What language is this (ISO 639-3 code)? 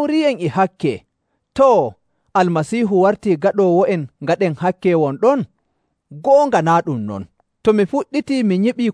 fuv